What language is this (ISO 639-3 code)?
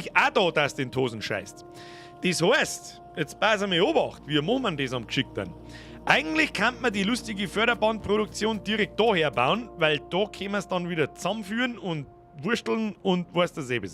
bar